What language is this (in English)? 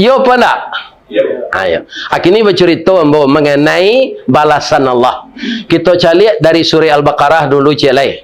Minangkabau